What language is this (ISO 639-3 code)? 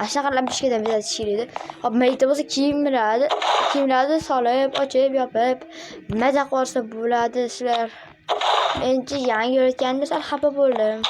uzb